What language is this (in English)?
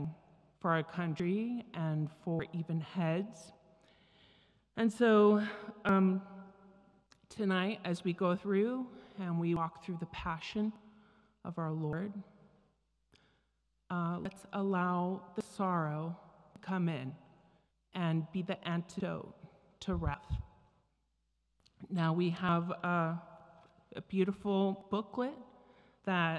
English